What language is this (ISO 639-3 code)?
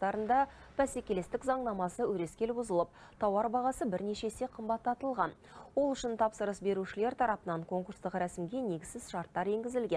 kaz